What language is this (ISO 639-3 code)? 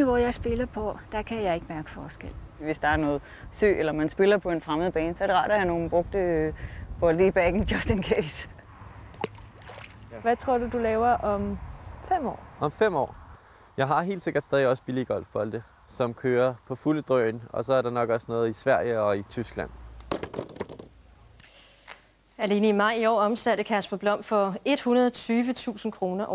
dan